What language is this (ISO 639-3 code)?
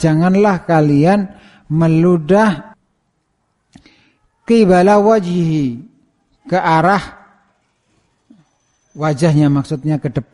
ind